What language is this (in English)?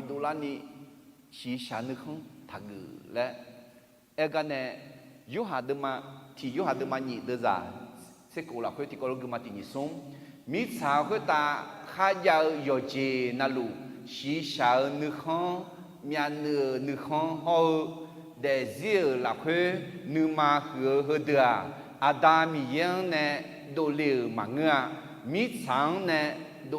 Akha